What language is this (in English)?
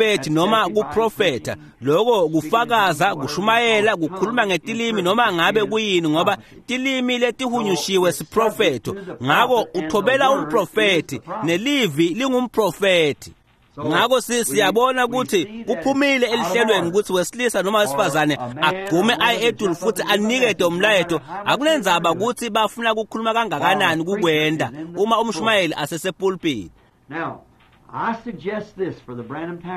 Swati